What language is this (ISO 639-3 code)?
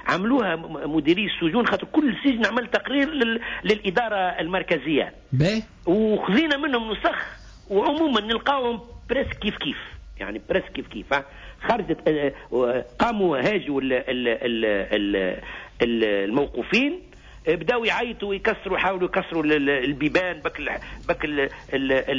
aeb